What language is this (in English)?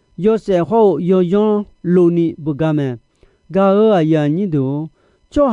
Akha